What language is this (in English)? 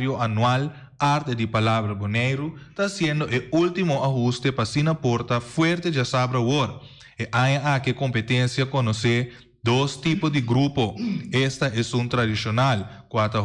Papiamento